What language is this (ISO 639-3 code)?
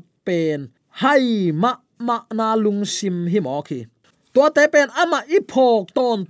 ctd